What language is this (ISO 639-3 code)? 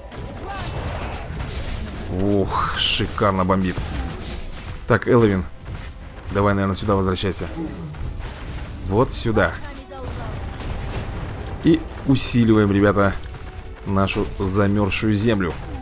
rus